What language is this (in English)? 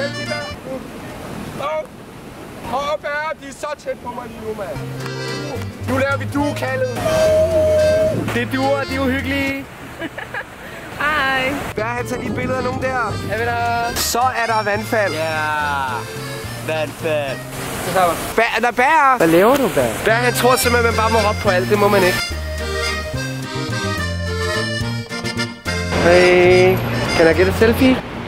Danish